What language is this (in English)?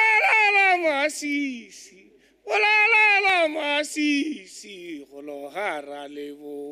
Tswana